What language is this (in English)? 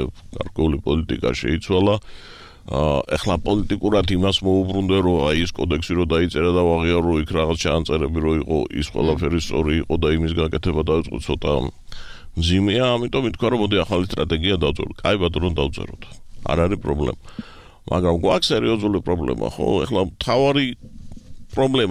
Georgian